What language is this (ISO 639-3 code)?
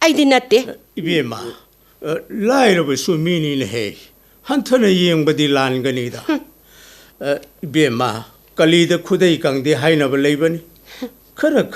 mni